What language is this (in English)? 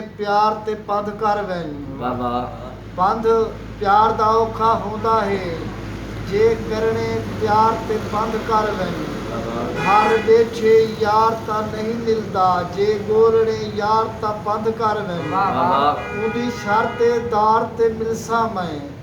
Saraiki